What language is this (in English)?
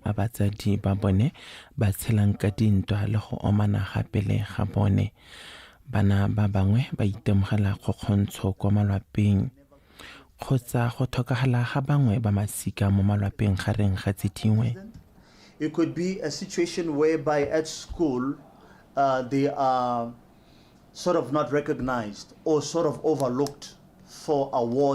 Tswana